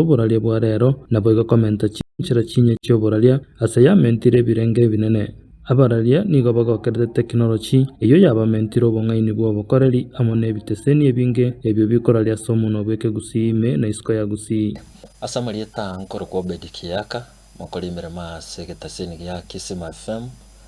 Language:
Gusii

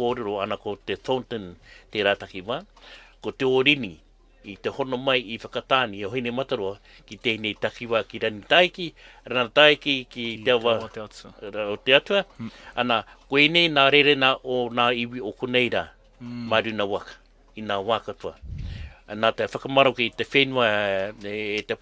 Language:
Māori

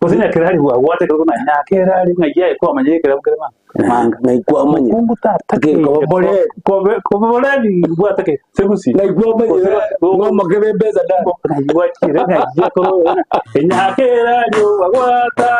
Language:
Gusii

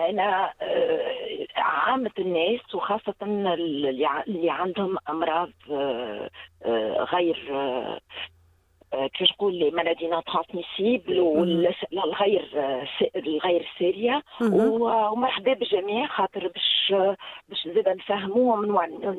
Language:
Tunisian Arabic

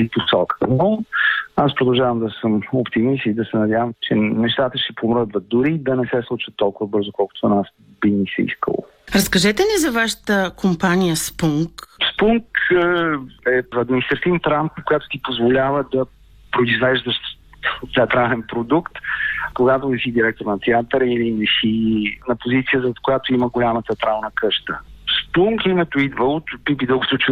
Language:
Bulgarian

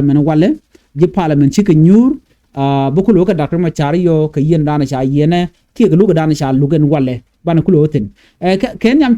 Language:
Nuer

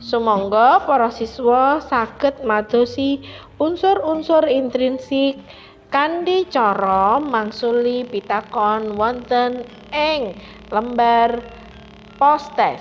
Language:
Javanese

